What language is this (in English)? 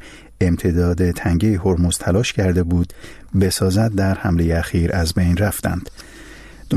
Persian